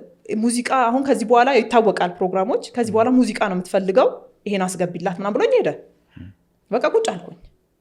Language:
Amharic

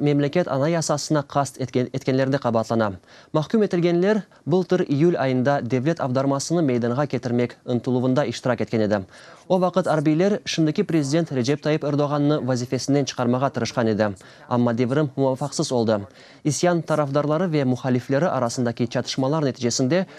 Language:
Crimean Tatar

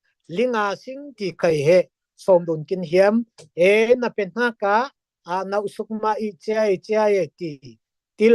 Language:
Falam Chin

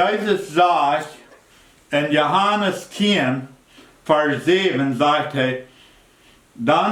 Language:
Plautdietsch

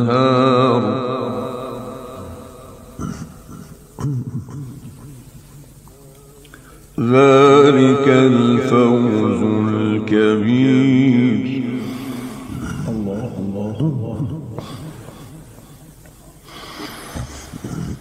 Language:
Arabic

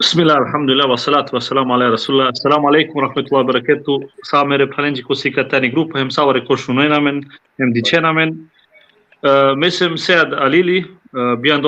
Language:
Balkan Romani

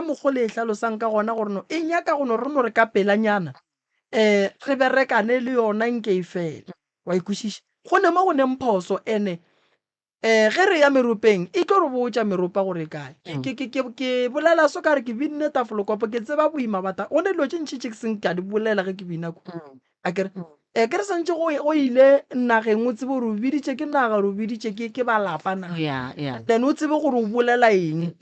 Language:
Northern Sotho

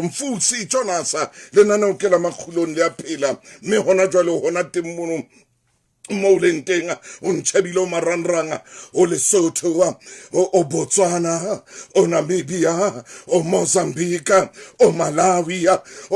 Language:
Southern Sotho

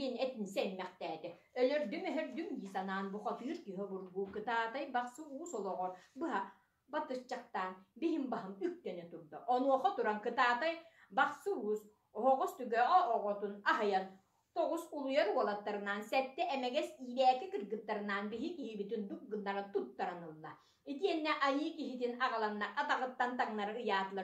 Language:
Yakut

